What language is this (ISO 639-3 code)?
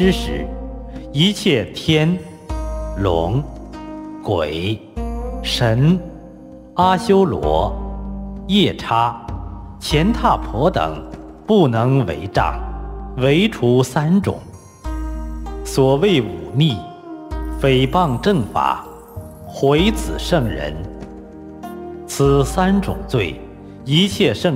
zho